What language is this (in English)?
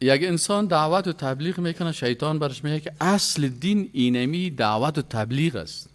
Persian